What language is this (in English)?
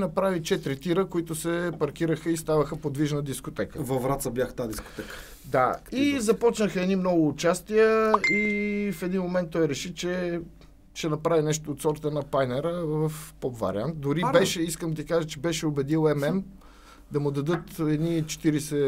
Bulgarian